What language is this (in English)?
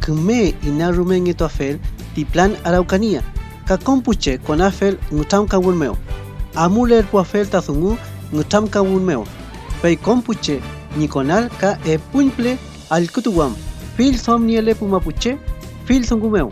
Mapuche